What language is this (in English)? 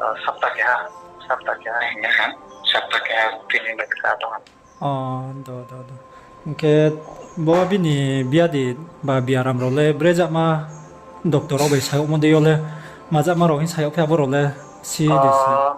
Riang (India)